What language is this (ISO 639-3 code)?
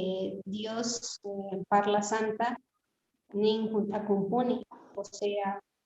que